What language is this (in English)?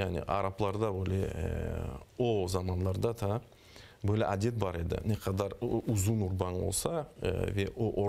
Crimean Tatar